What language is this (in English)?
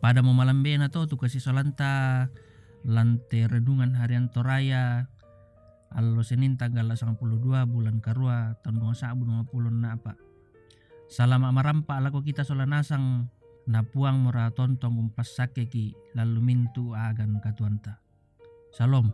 Toraja-Sa'dan